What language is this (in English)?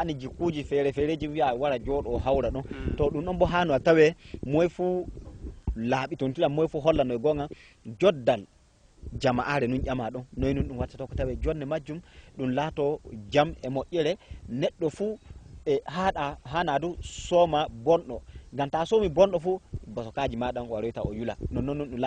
Fula